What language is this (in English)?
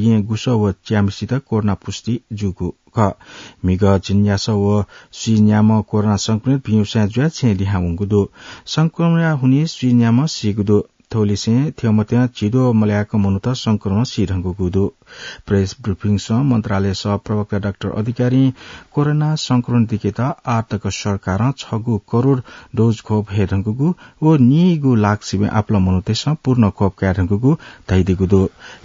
Newari